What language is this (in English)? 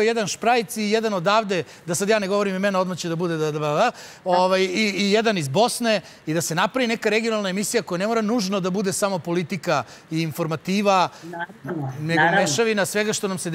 Serbian